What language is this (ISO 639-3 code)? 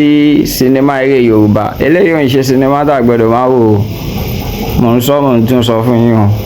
yor